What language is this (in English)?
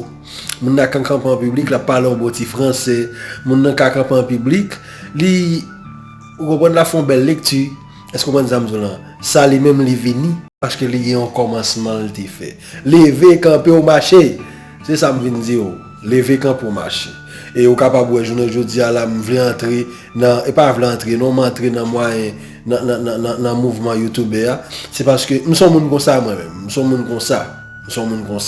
Haitian Creole